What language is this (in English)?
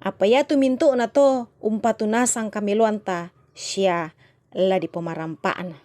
Toraja-Sa'dan